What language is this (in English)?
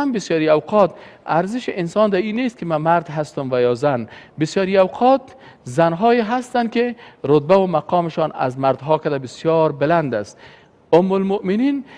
Persian